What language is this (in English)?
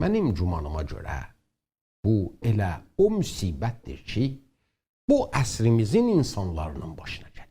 South Azerbaijani